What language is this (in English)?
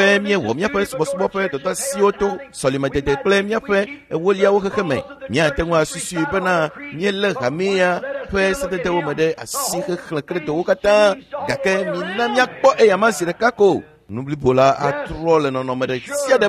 Ewe